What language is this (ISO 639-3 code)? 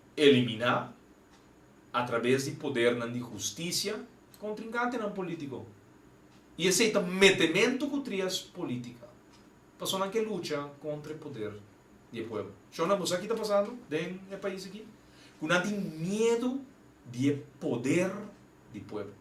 pap